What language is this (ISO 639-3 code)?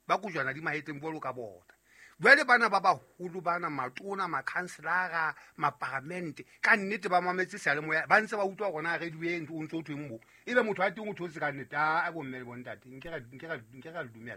sot